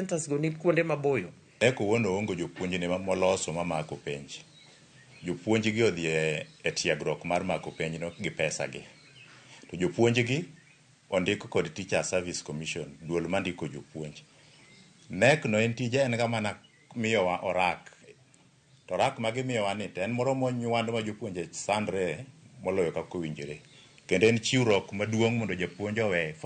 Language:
Luo (Kenya and Tanzania)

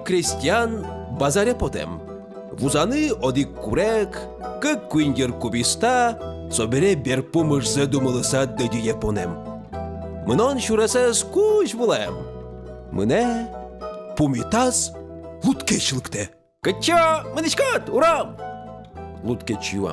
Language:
Udmurt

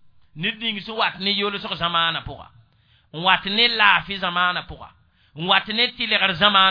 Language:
Mossi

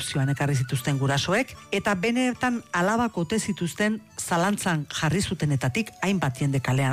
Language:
Basque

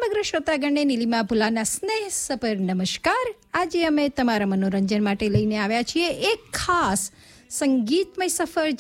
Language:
Gujarati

